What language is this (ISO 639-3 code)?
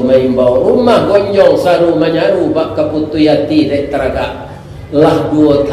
min